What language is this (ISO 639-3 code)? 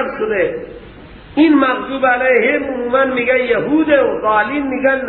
fas